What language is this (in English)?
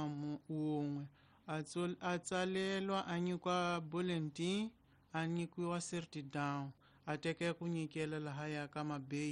Tsonga